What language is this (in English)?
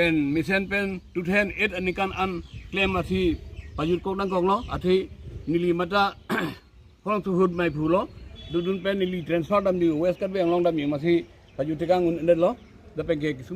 Karbi